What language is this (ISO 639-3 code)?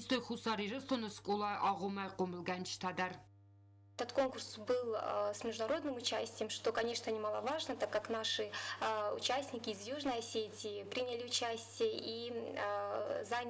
oss